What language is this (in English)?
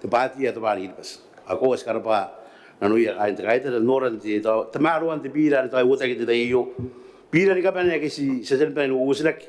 Gilbertese